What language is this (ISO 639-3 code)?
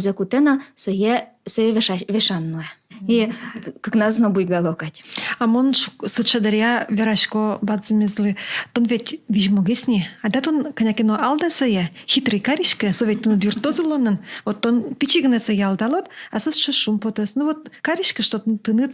udm